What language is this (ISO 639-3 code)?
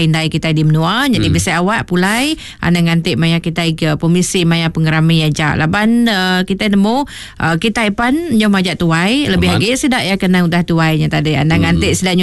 iba